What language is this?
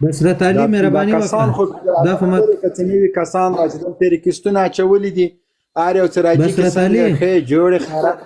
Pashto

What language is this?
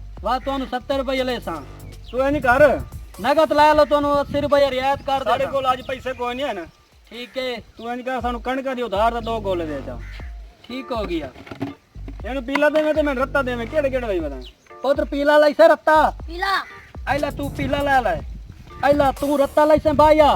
Saraiki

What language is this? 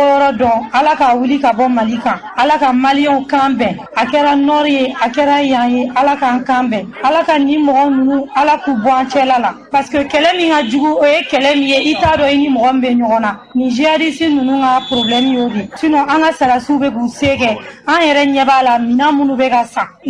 Bambara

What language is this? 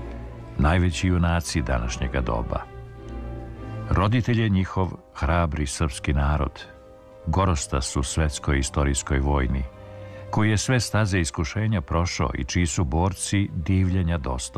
Serbian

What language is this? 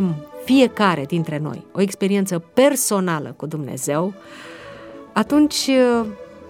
Romanian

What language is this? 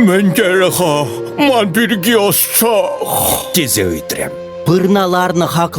Chuvash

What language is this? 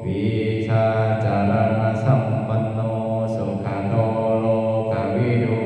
Pali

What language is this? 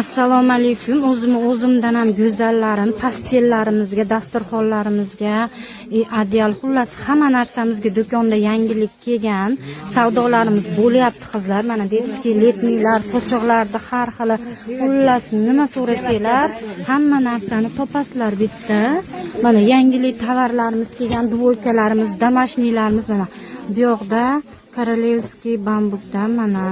Uzbek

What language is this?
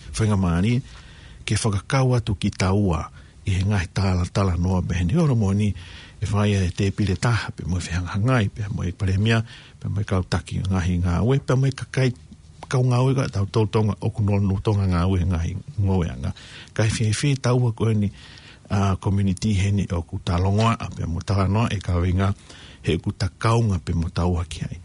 Tongan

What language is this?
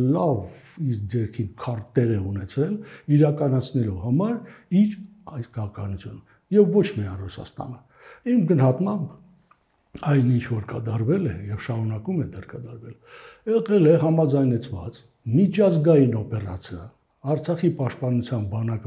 Armenian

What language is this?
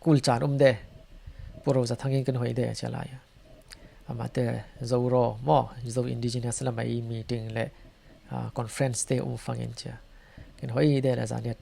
Falam Chin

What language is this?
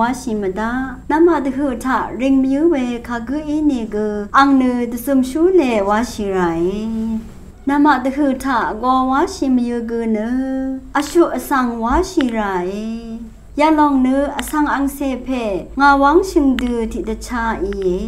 Rawang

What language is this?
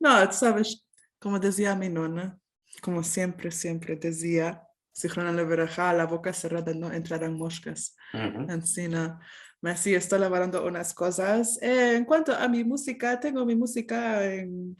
Ladino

